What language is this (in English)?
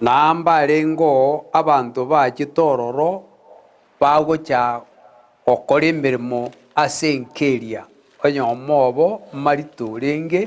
Gusii